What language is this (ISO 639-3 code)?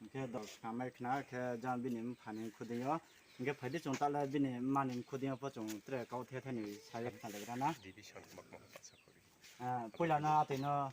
ria